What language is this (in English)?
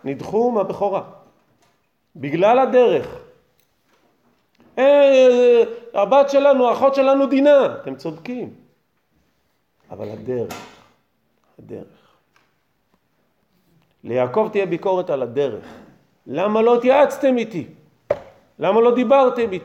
Hebrew